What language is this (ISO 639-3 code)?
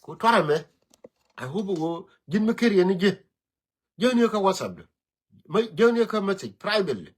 nus